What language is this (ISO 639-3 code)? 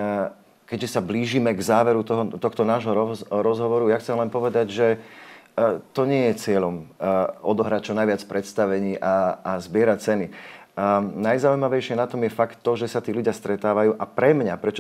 slk